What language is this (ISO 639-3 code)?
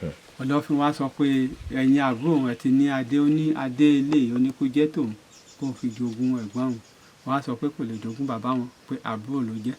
yor